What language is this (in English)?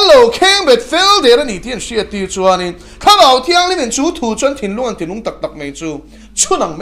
Mizo